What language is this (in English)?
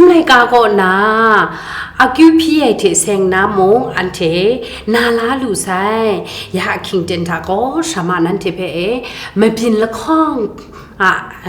Kachin